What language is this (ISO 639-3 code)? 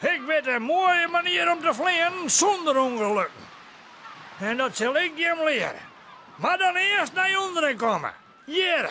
fry